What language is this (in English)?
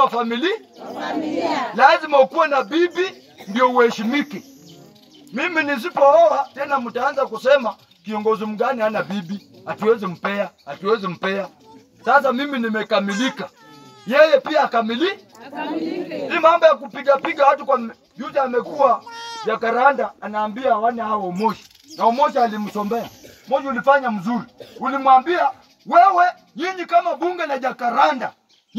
Swahili